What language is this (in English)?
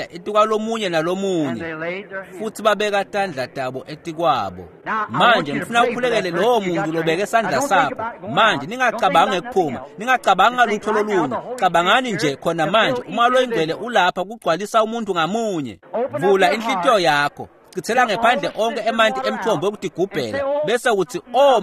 Swati